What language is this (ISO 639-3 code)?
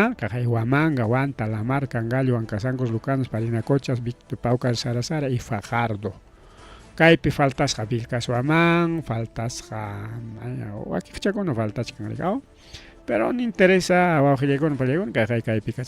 quy